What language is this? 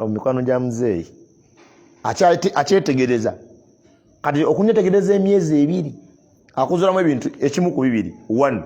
Ganda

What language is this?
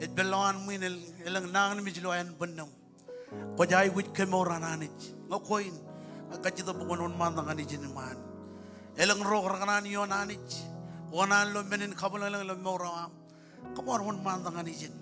Marshallese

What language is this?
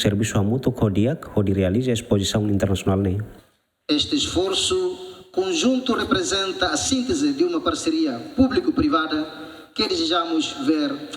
Tetum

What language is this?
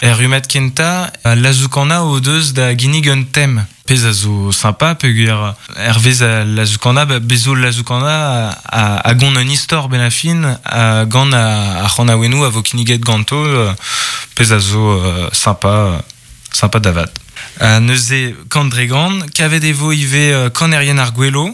Breton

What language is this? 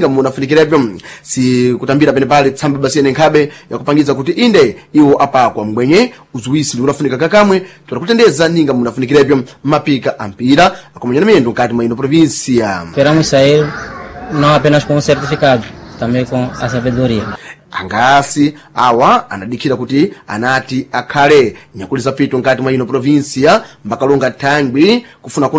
Sena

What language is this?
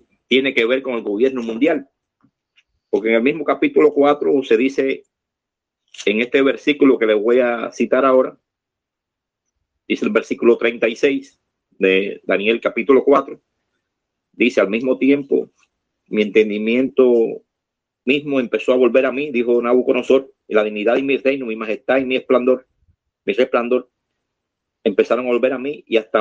Spanish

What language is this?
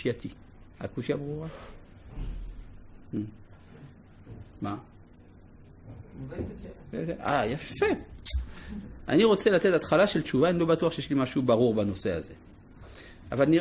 Hebrew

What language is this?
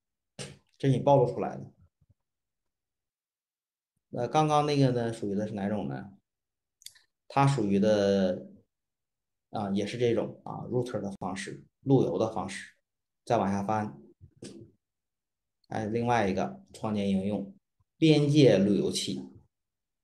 Chinese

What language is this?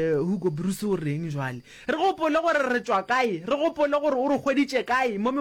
Northern Sotho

